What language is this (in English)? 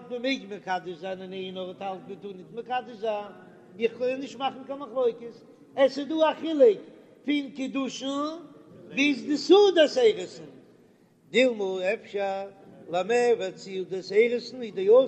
Yiddish